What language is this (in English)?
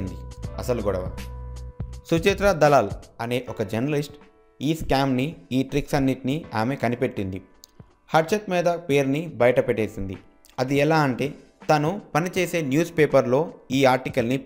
Telugu